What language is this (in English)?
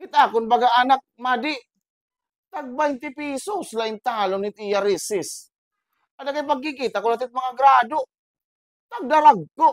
Waray